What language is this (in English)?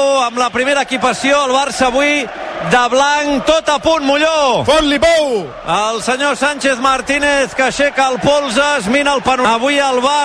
Catalan